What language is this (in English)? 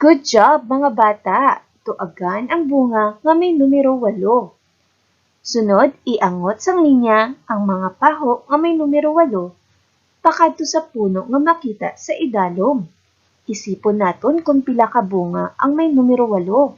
Hiligaynon